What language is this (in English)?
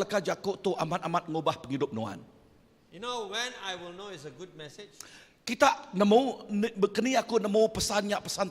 Iban